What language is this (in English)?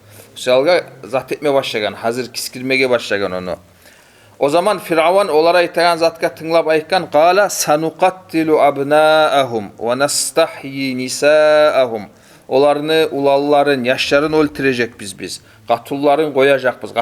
Kumyk